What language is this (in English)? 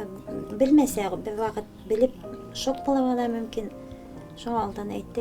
Bashkir